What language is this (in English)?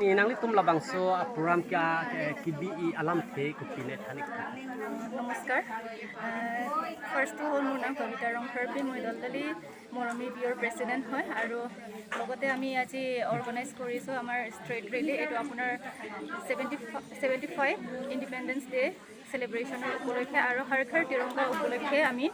Karbi